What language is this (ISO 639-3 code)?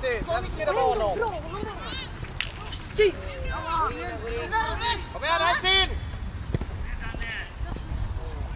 swe